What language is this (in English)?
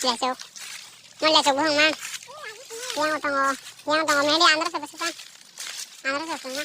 Kok Borok